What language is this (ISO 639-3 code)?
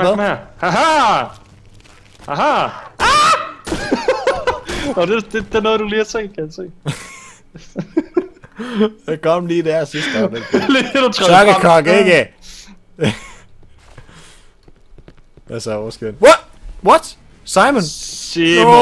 dan